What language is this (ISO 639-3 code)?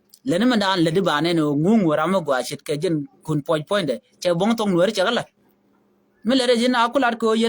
nus